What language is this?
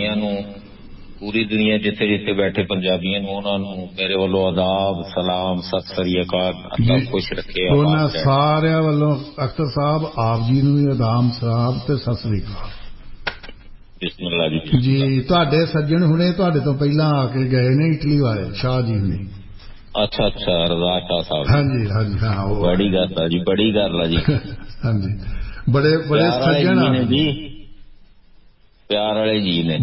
Punjabi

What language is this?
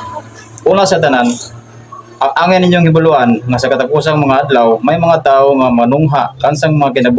Cebuano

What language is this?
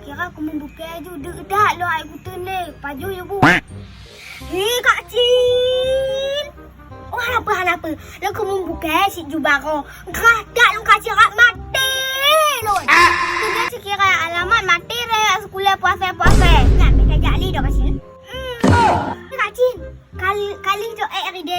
Achinese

